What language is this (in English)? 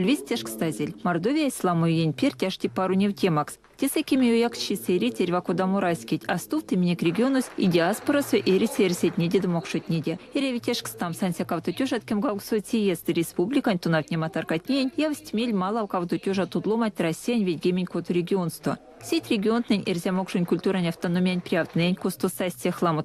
Erzya